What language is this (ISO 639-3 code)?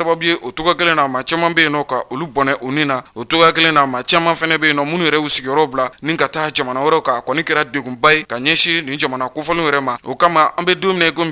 bam